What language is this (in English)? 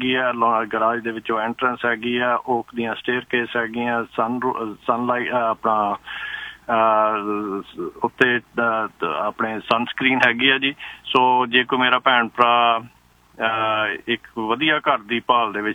Punjabi